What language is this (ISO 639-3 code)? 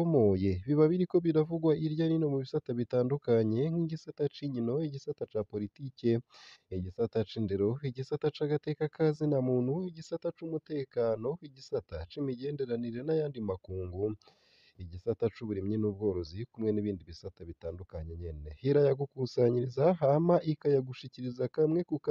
run